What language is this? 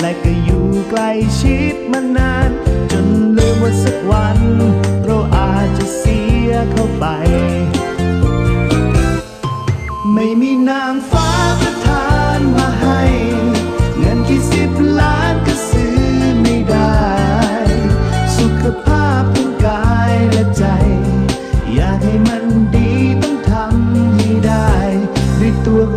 Thai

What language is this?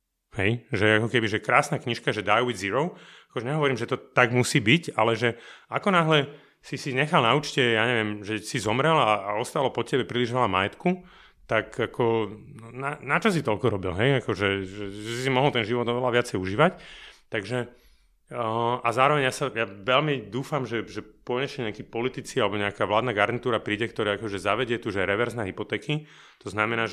Slovak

